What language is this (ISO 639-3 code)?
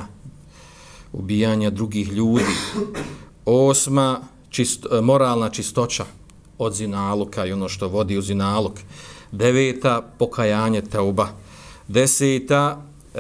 bos